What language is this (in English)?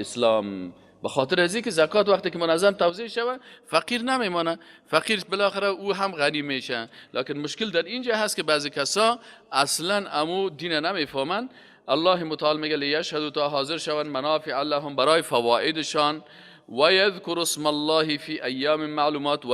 Persian